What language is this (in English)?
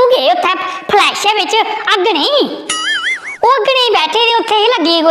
Dogri